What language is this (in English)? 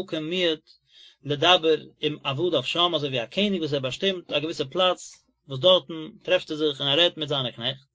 Yiddish